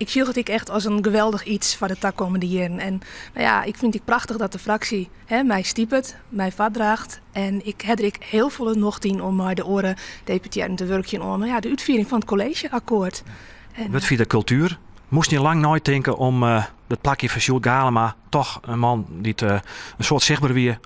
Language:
Western Frisian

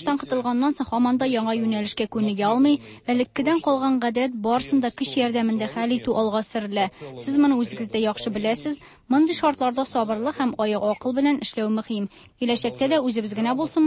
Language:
Tatar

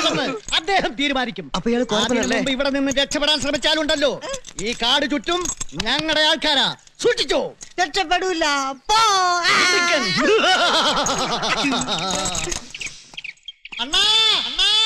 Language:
Malayalam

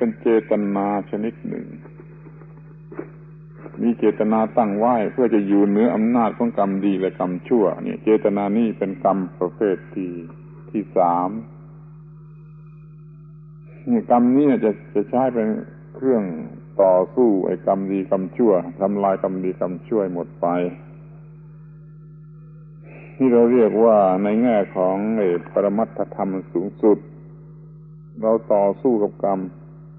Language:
Thai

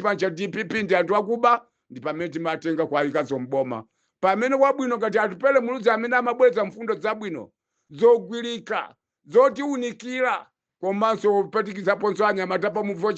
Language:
Nyanja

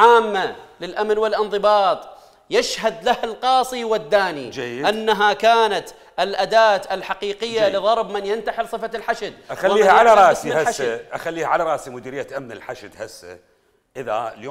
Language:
Mesopotamian Arabic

